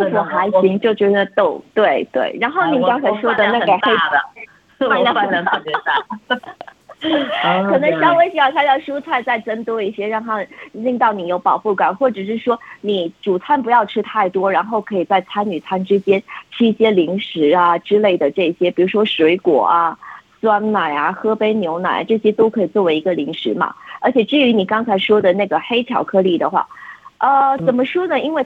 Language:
Chinese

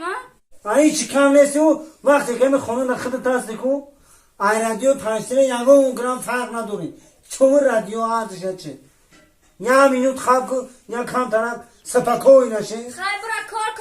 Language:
Tajik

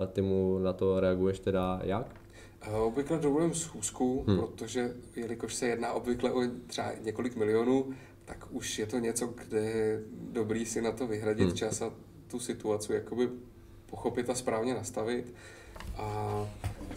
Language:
Czech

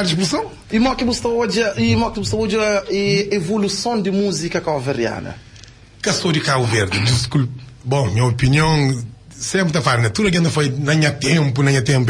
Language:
Kabuverdianu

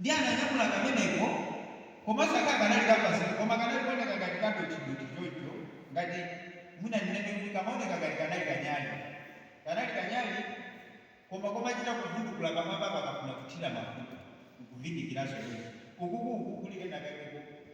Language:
Nyanja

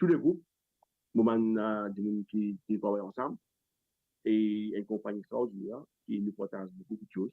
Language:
Morisyen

